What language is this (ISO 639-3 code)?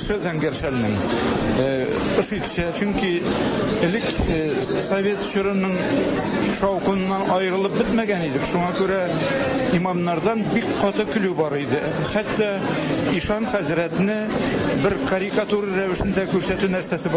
tat